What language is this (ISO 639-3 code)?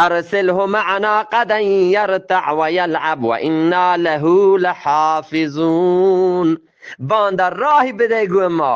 bgp